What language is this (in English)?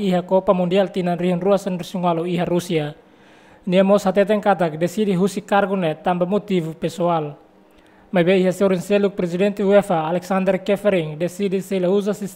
Tetum